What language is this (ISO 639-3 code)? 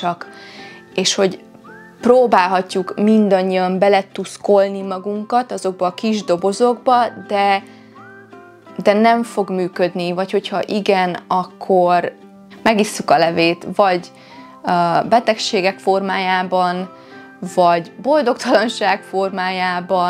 hun